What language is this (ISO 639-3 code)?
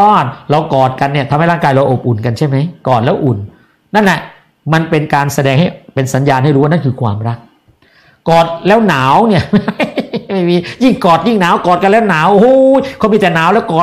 tha